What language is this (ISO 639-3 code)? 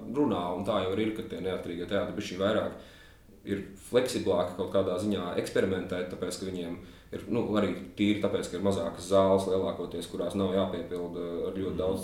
lav